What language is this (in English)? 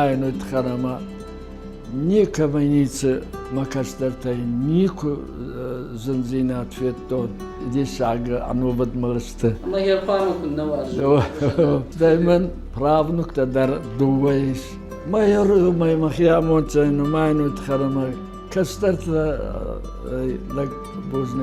Ossetic